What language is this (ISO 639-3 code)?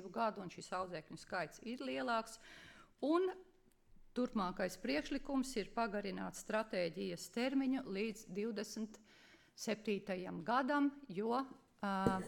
lav